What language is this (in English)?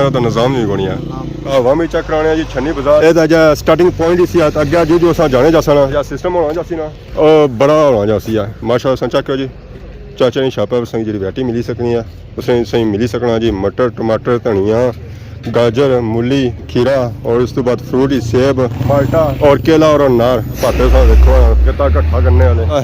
Pahari-Potwari